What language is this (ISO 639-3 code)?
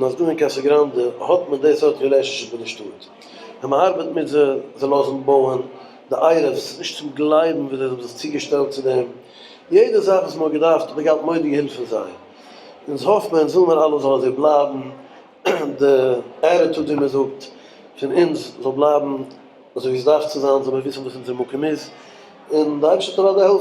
yid